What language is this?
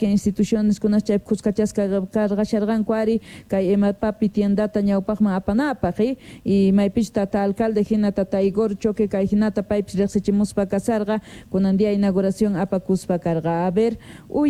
South Bolivian Quechua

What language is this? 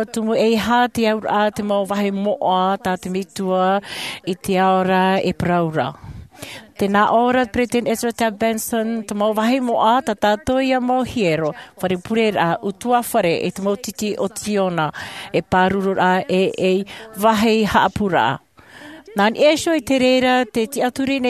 Tahitian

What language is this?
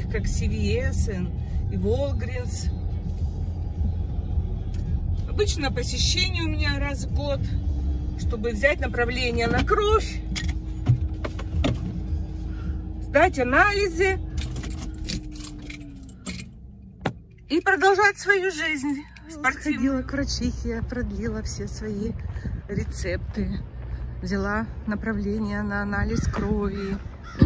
Russian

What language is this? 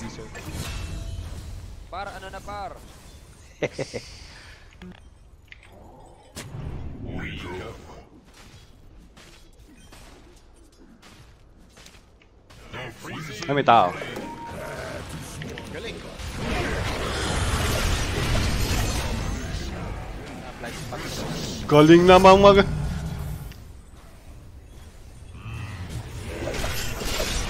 Filipino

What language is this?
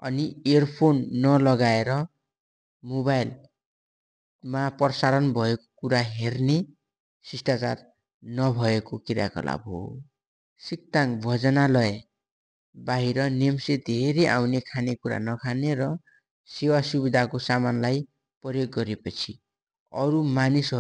Nepali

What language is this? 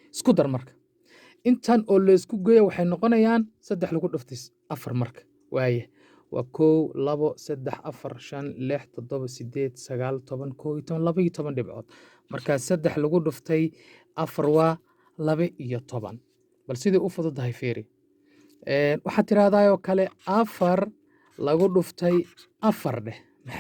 Somali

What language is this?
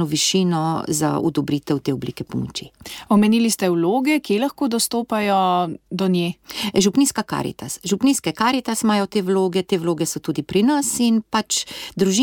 Slovenian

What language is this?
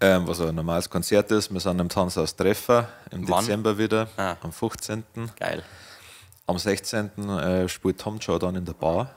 Bavarian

